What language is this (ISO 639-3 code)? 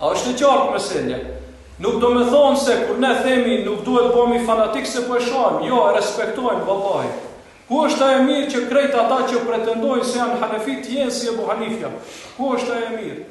sqi